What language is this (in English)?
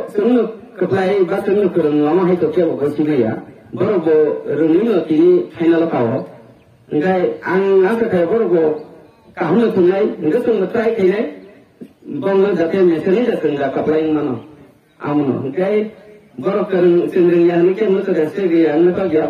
Kok Borok